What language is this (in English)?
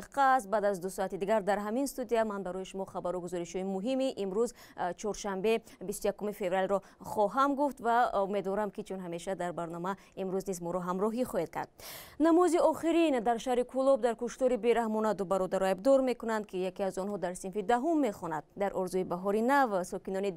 Tajik